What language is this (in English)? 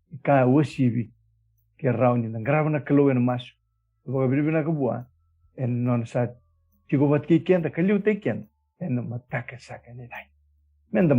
Fijian